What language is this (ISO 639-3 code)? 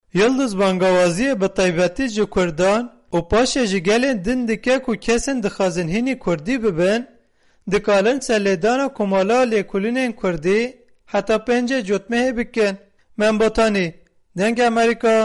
kur